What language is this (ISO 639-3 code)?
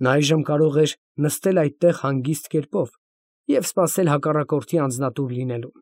hye